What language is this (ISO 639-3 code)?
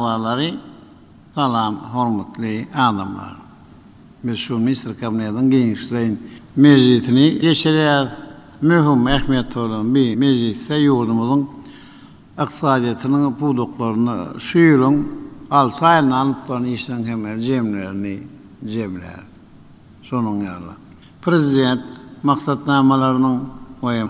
tuk